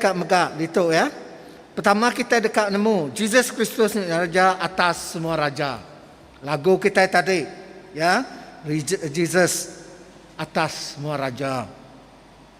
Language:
Iban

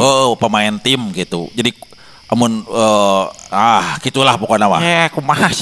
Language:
Sundanese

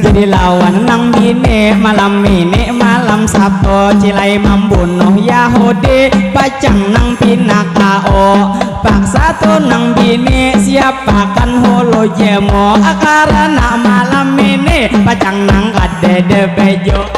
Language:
Banjar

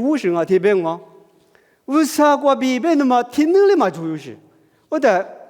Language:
Lisu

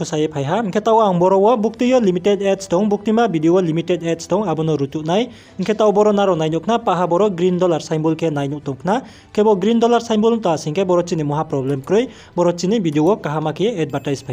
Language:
Riang (India)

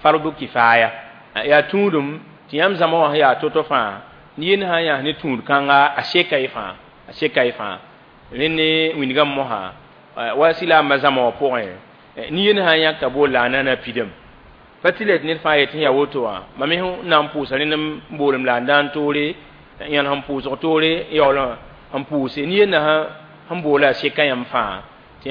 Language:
Mossi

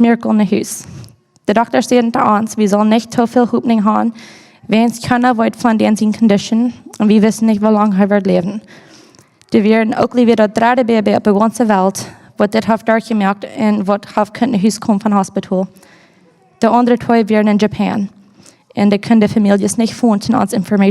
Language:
Plautdietsch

